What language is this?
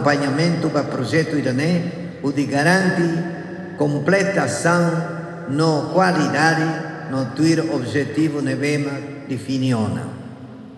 Tetum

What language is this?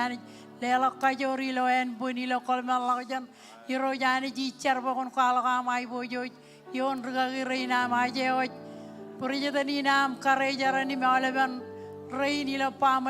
Marshallese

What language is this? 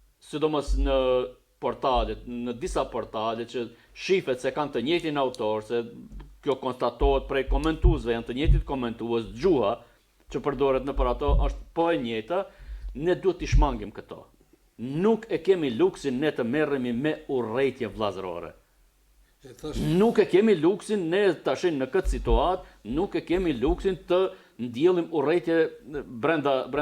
Albanian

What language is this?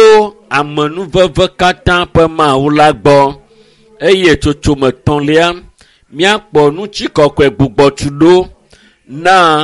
Ewe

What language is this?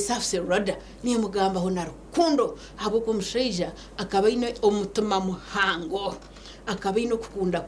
Nyankole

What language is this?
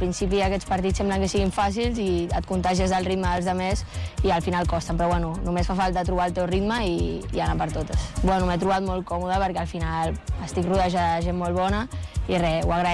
Catalan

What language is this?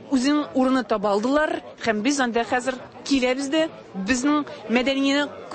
Tatar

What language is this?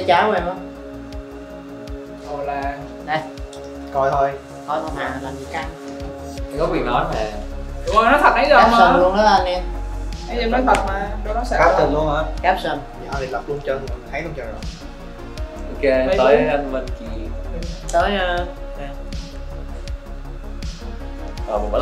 Vietnamese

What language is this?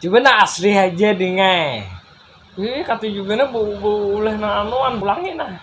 Banjar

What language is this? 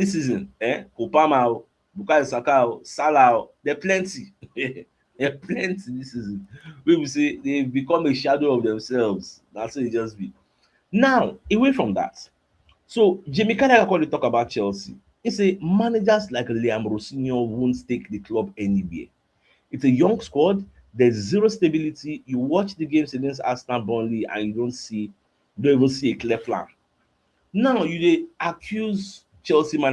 Nigerian Pidgin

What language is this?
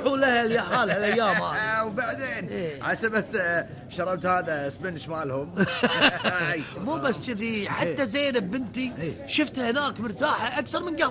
Gulf Arabic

